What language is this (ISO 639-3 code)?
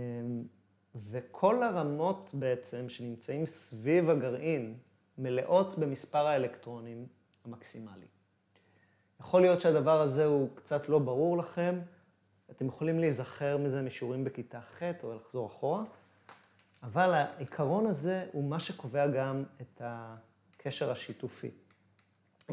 heb